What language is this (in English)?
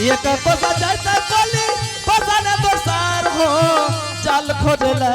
Angika